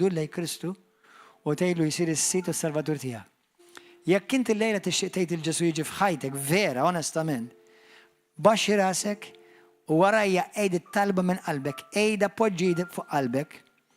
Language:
Maltese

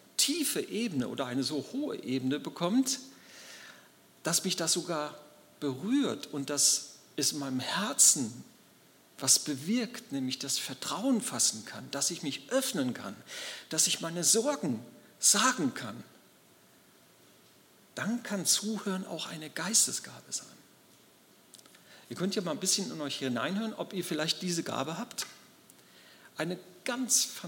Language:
German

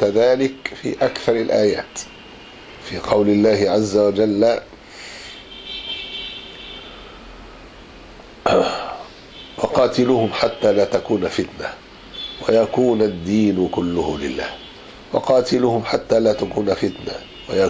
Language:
Arabic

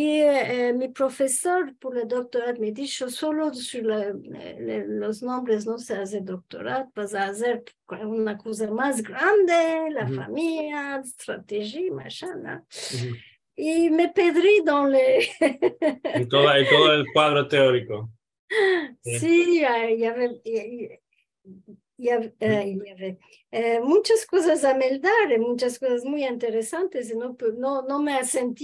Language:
Ladino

